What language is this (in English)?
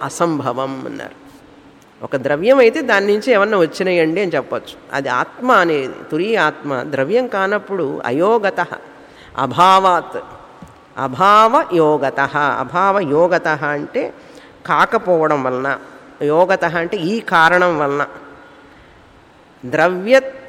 Telugu